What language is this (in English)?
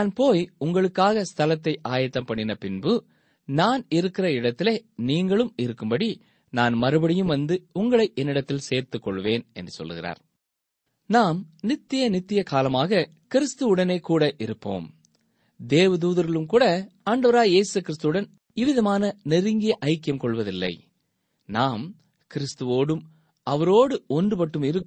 Tamil